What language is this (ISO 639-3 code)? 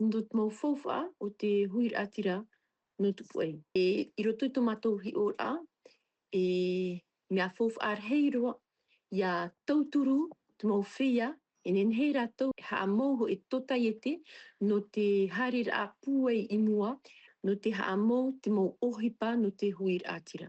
tah